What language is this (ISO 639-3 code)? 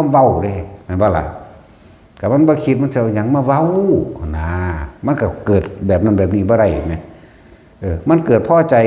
tts